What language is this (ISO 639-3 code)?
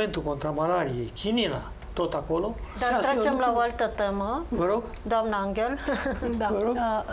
ron